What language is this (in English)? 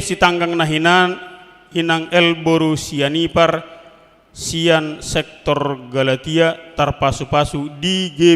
Batak Toba